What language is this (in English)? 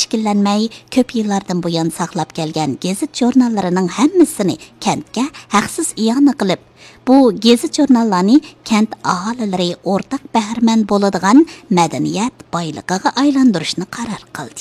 Uyghur